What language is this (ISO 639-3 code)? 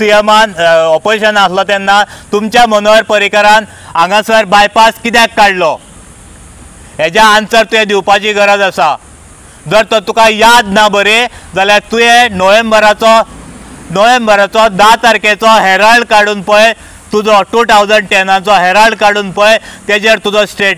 kok